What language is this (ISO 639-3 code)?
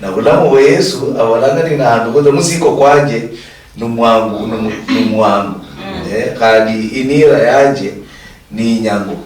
luy